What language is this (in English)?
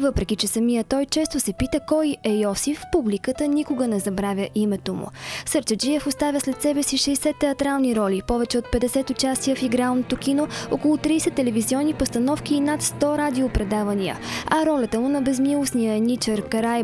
Bulgarian